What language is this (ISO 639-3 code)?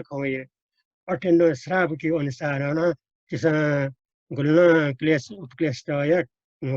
new